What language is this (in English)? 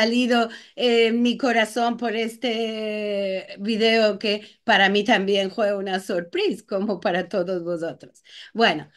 Ladino